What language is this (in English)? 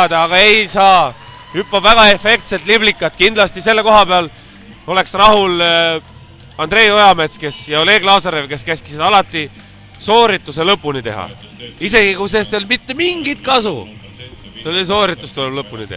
Estonian